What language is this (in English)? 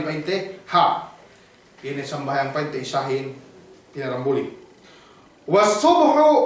Yakan